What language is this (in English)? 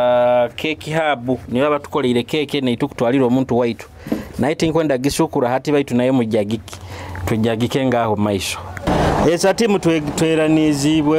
Nyoro